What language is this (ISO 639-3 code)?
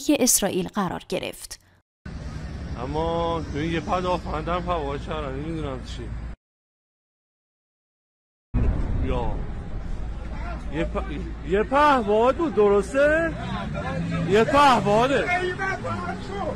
fas